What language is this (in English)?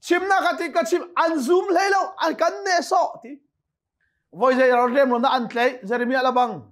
Hakha Chin